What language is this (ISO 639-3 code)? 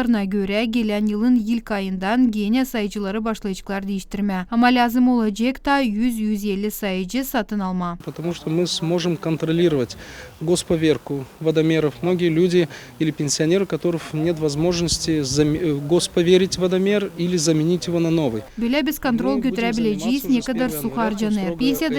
gag